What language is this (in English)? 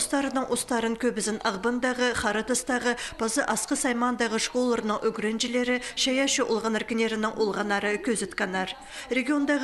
Khakas